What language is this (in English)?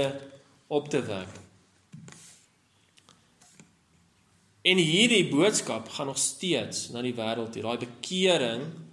Afrikaans